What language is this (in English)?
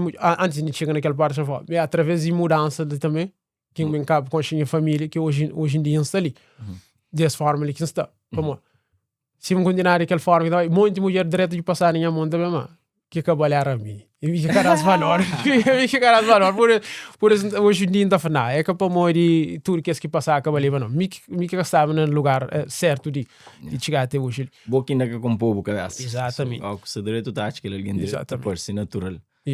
Kabuverdianu